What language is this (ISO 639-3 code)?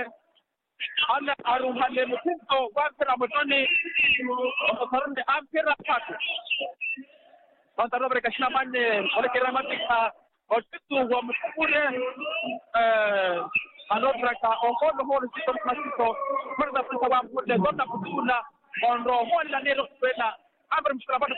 swa